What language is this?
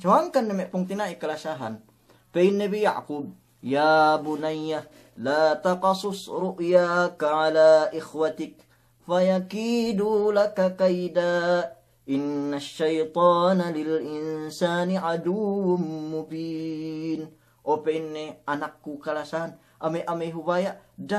Yakan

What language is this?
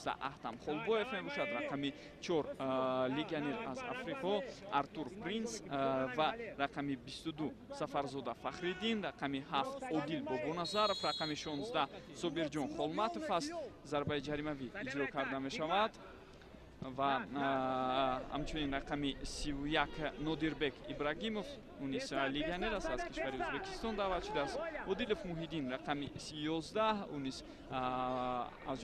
Tajik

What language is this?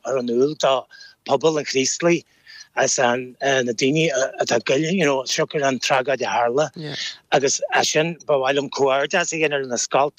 Irish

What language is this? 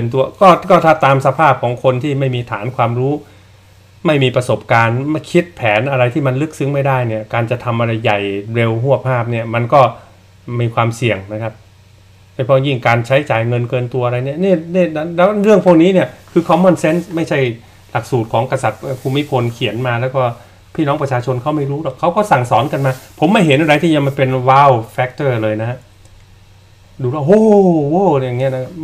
Thai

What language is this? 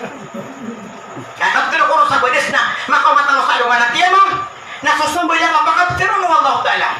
Maranao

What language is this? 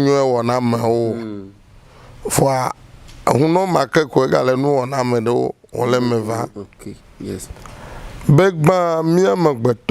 Ewe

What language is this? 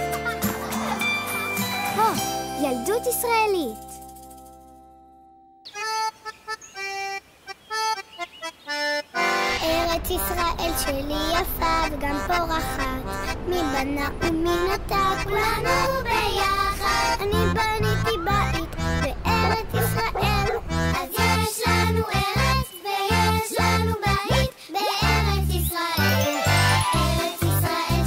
Hebrew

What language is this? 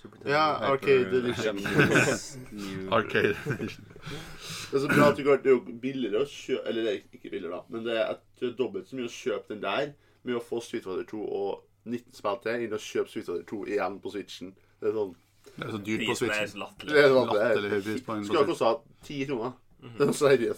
Norwegian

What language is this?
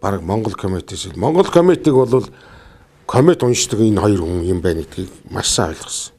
Mongolian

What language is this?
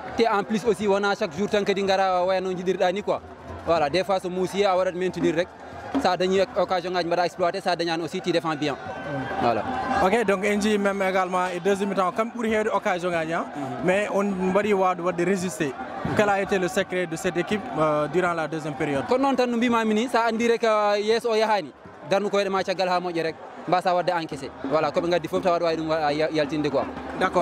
Fula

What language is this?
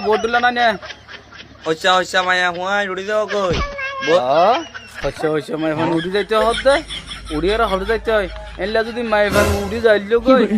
Rohingya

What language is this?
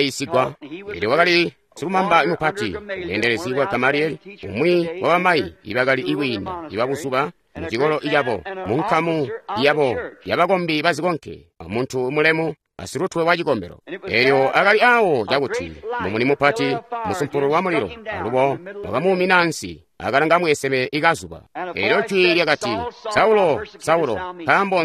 Tonga (Zambia)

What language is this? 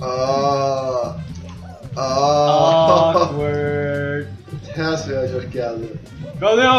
Faroese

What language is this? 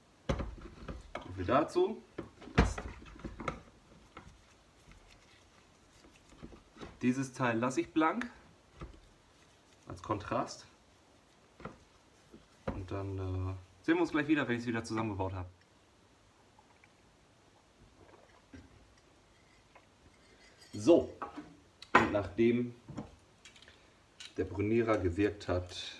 German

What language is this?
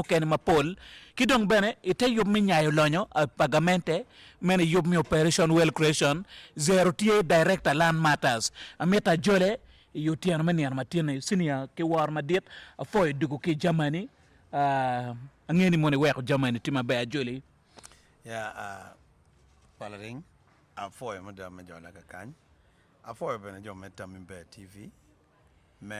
Acoli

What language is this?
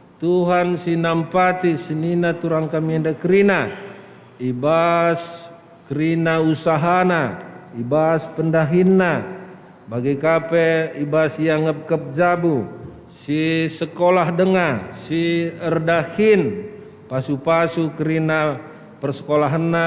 Batak Karo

